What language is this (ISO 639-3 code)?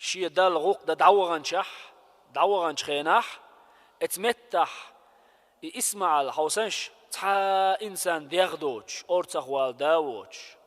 che